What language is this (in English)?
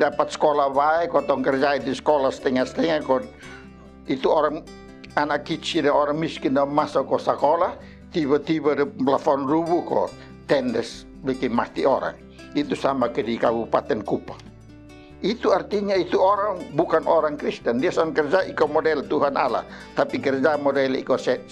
Kupang Malay